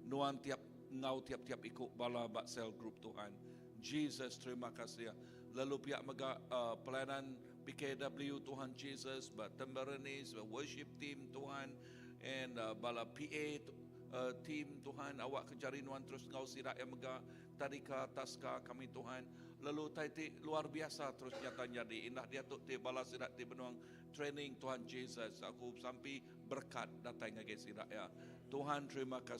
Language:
Iban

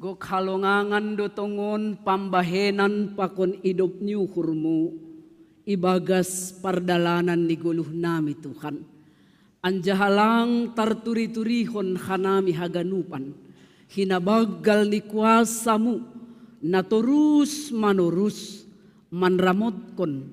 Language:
Batak Simalungun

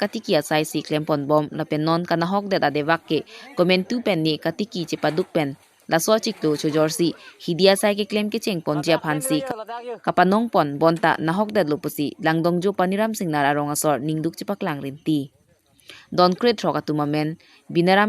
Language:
Karbi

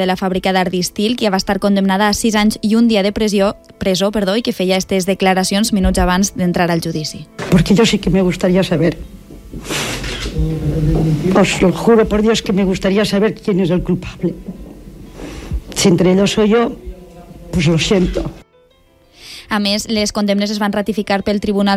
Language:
Catalan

